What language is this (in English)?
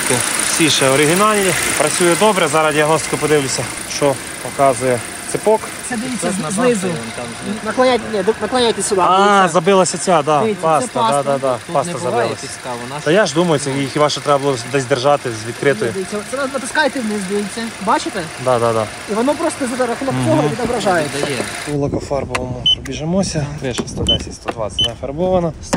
Ukrainian